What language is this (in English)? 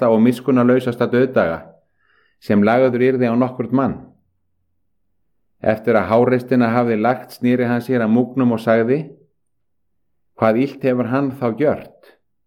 Icelandic